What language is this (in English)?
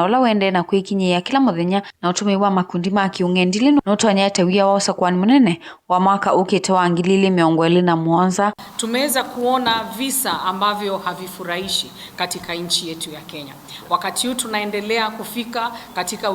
Kamba